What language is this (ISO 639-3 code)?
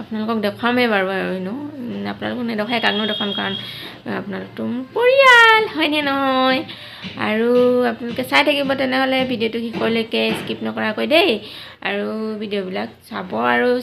asm